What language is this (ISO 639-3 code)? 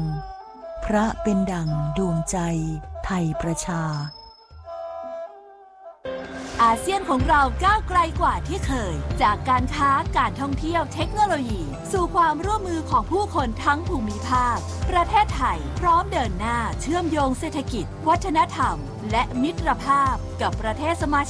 tha